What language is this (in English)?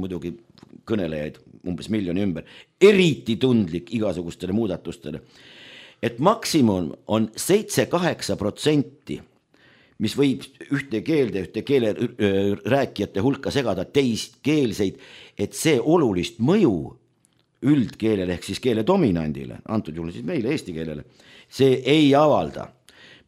Estonian